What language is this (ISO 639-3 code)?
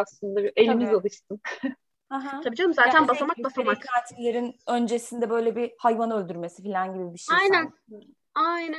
tur